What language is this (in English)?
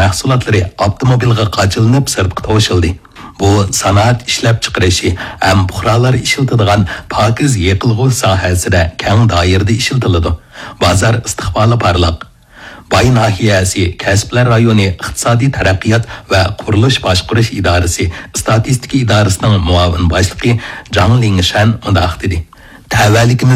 Uyghur